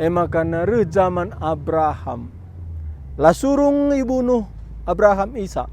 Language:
Batak Karo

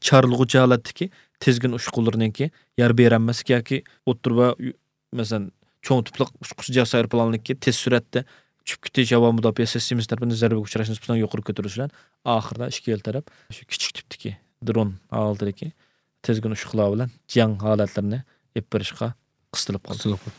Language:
Uyghur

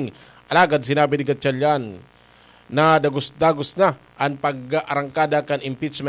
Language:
Bikol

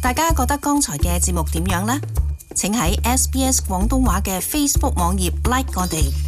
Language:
Cantonese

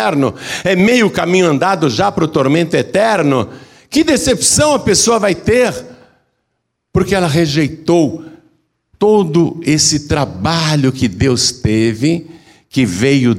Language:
Portuguese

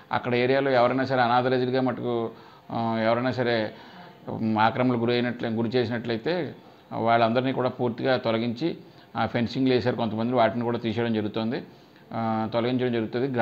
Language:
Telugu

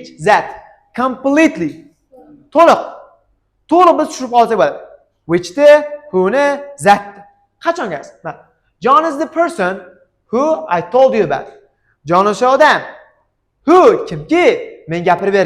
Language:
Uzbek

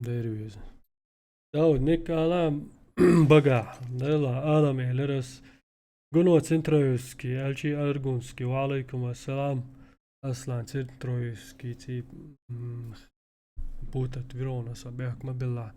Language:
Chechen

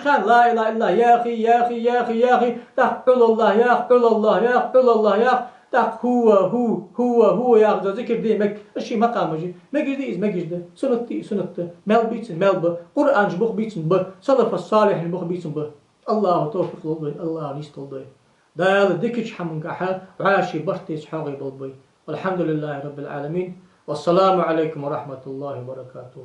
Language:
Ingush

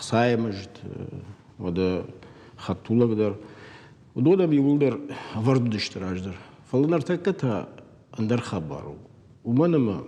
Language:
Ossetic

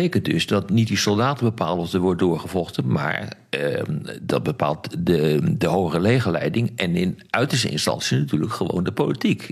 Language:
Dutch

